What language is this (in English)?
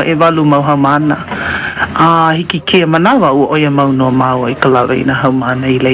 Hawaiian